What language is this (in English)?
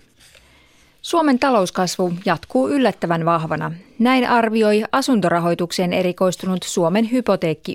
Finnish